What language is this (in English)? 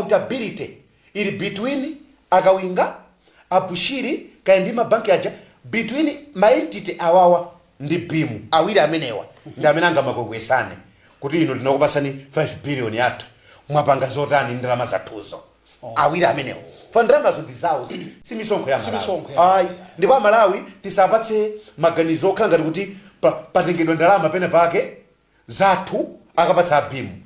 Nyanja